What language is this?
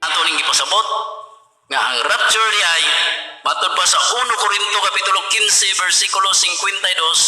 Cebuano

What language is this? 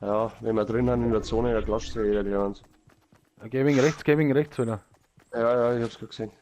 Bavarian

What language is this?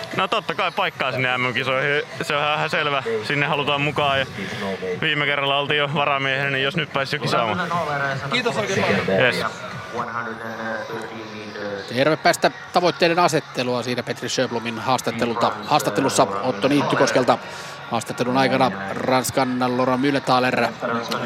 Finnish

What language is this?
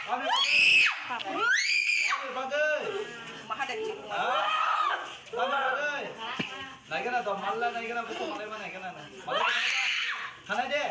Kok Borok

